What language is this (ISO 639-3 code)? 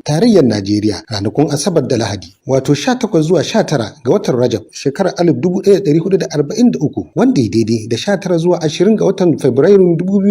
hau